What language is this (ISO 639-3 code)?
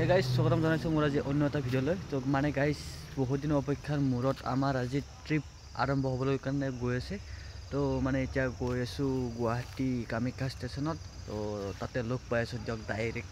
asm